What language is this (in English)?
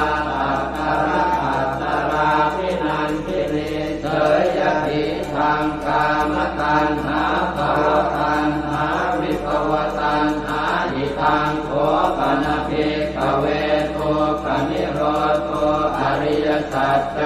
Pali